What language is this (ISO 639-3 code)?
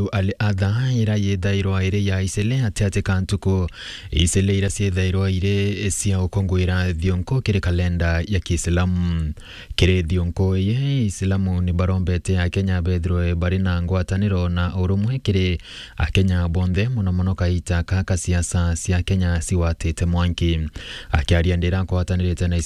mer